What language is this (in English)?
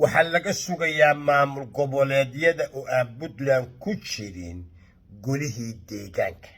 Somali